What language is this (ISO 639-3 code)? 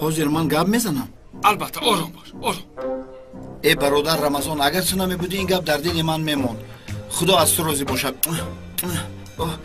tgk